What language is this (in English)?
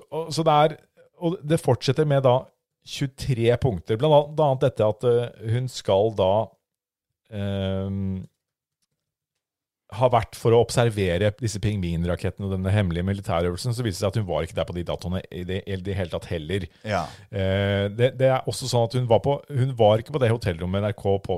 Norwegian